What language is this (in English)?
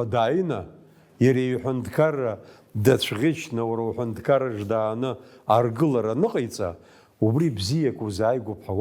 Abkhazian